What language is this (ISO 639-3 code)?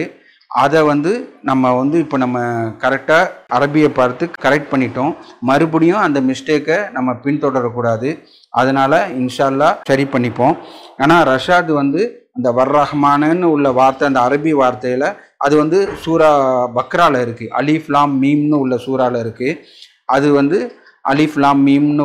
tam